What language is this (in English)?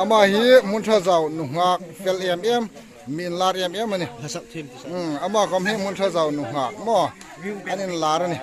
Hmar